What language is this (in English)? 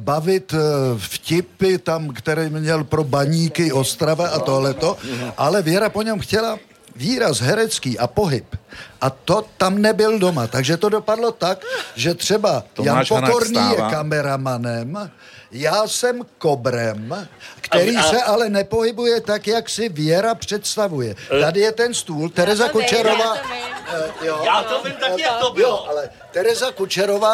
Czech